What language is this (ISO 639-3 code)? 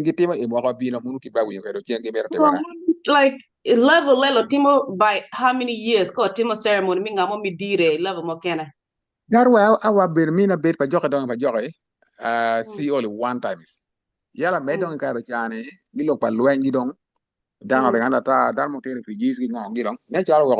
ach